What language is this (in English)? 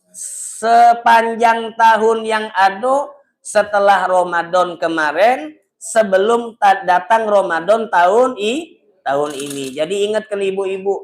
Musi